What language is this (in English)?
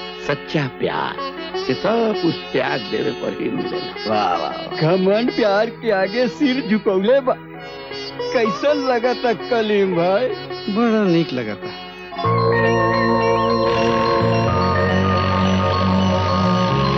Bhojpuri